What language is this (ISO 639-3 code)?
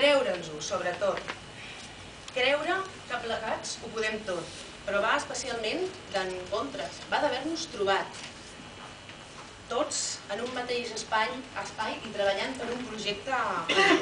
cat